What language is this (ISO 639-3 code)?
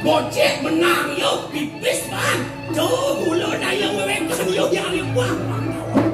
ban